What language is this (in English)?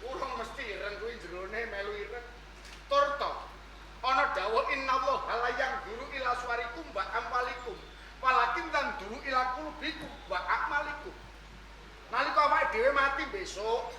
Javanese